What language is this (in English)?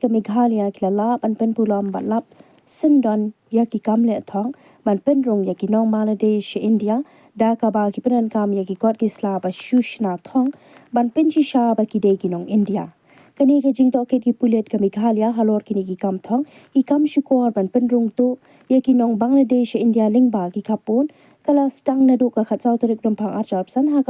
Khasi